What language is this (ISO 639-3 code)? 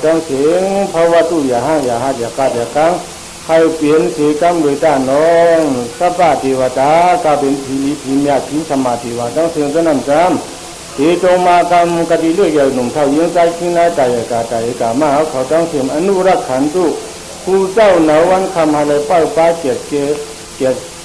shn